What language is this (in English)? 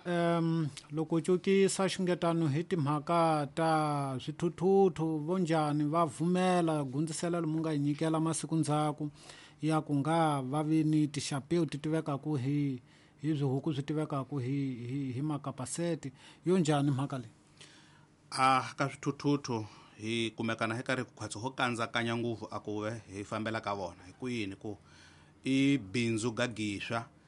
Tsonga